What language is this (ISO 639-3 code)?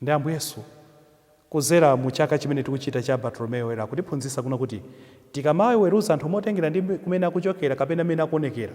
nya